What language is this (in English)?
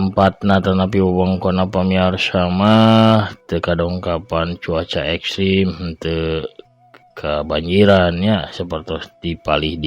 Sundanese